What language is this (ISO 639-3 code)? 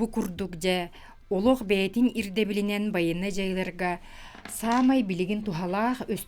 sah